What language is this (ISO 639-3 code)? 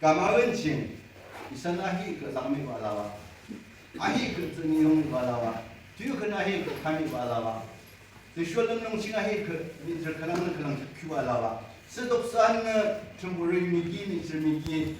yim